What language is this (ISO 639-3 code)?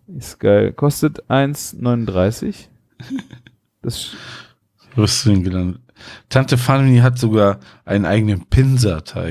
deu